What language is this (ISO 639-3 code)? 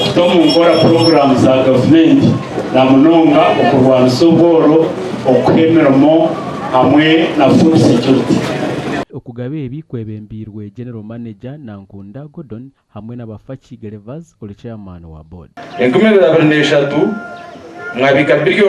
nyn